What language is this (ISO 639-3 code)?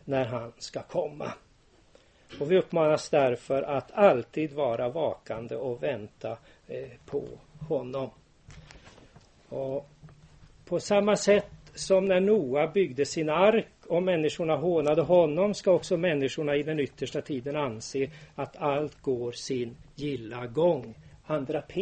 swe